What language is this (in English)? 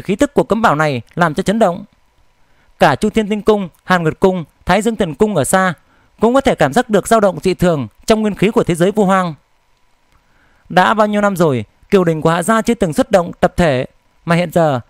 Vietnamese